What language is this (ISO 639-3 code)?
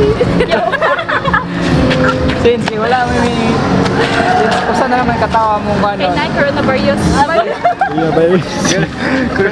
ceb